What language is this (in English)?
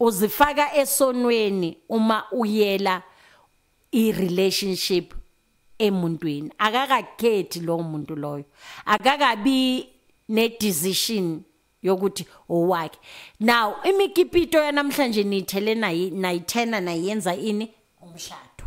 Zulu